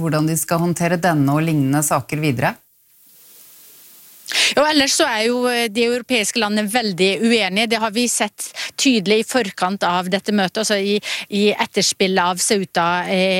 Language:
Norwegian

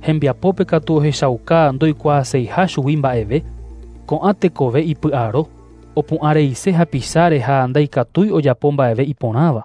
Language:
Guarani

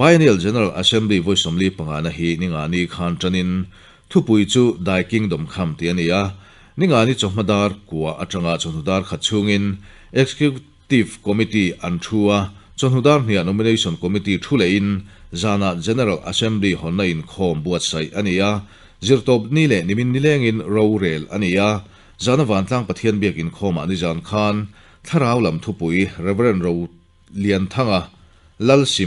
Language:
Mizo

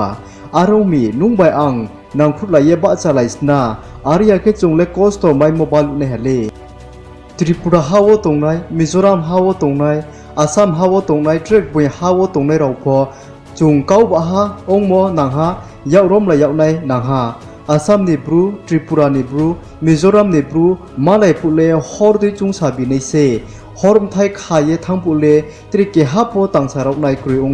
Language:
Riang (India)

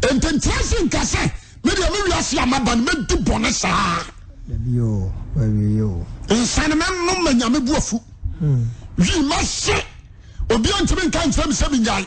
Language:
Akan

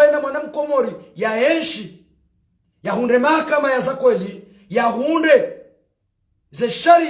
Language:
Ngazidja Comorian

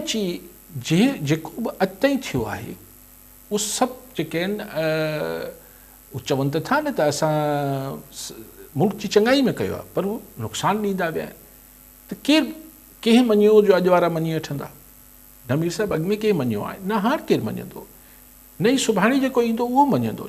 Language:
Sindhi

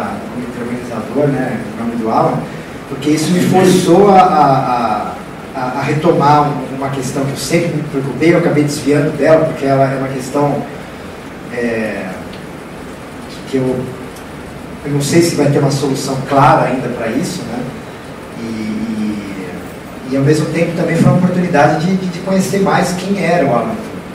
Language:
Portuguese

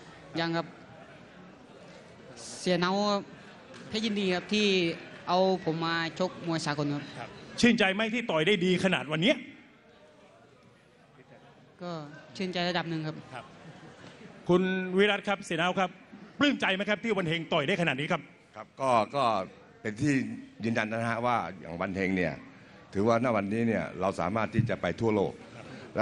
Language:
Thai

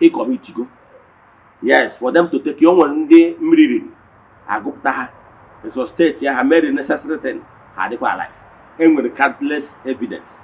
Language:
Igbo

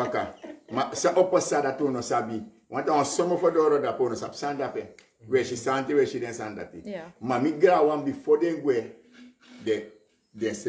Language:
Dutch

